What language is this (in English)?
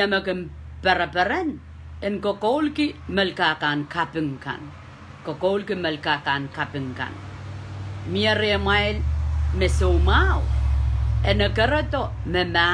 Pohnpeian